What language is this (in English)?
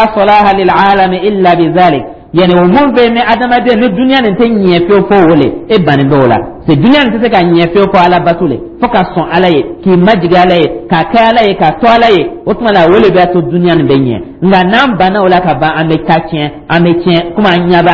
Dyula